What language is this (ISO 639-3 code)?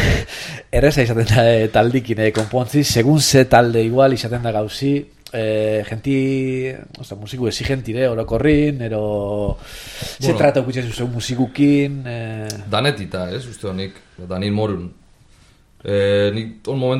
eus